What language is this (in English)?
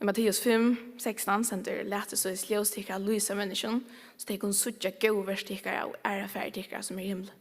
Faroese